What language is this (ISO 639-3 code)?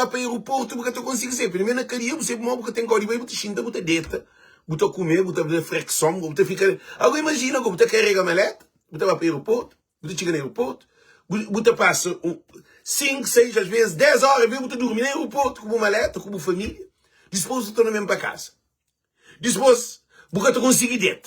kea